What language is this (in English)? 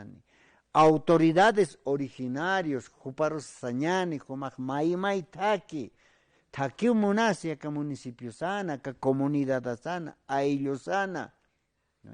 Aymara